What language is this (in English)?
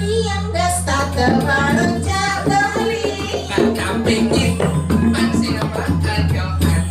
Balinese